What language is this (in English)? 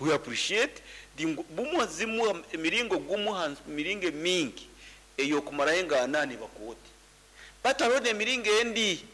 Nyankole